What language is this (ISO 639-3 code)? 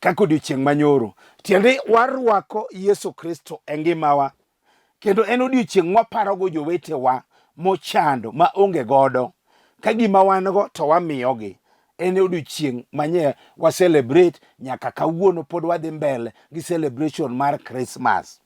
luo